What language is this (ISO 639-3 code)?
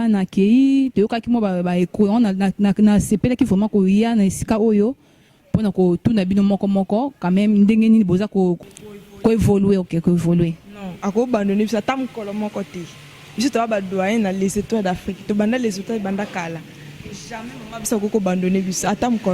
lin